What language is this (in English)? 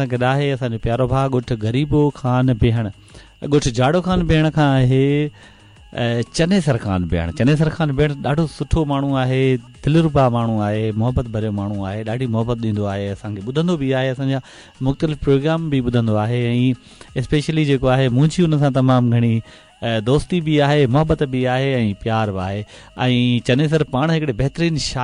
Sindhi